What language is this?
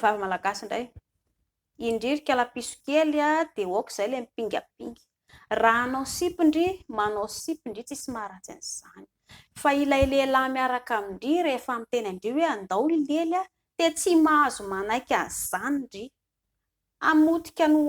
Malagasy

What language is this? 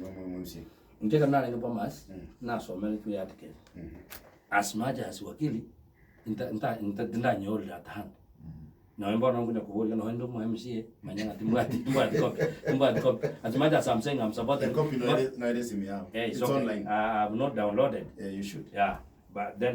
Gusii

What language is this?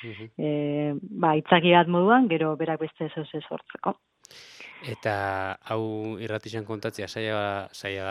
Basque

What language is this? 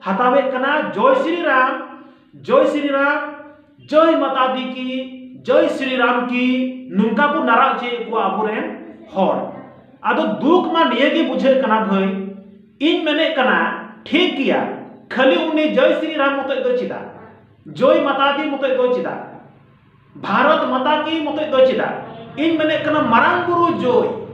Santali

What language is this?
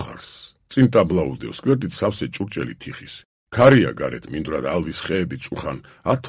Georgian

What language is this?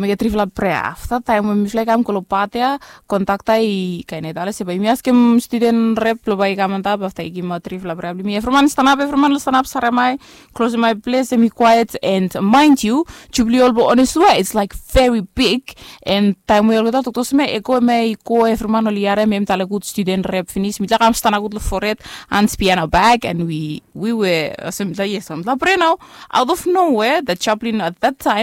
Bislama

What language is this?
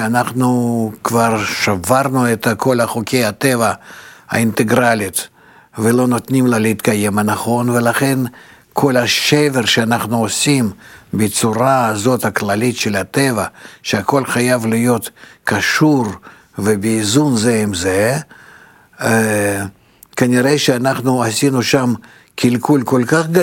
Hebrew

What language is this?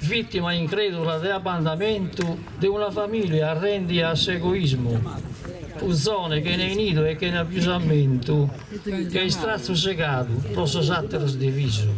Sardinian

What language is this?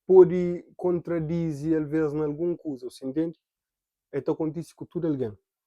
Kabuverdianu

